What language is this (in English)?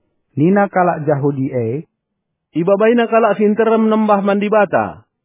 Batak Karo